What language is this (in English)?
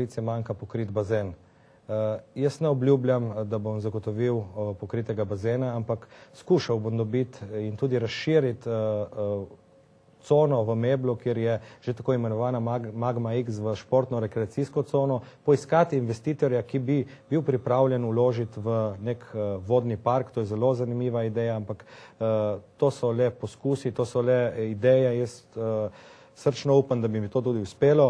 Slovenian